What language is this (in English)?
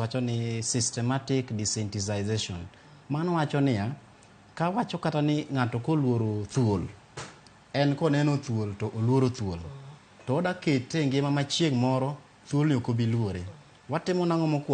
Luo (Kenya and Tanzania)